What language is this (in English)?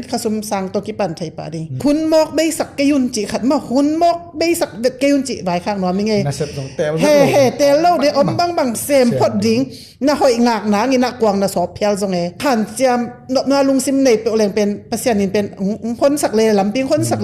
Tedim Chin